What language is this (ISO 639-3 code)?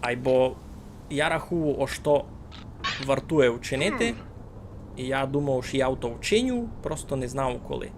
rue